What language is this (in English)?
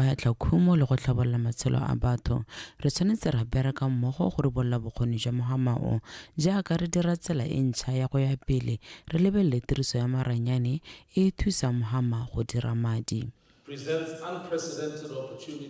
Tswana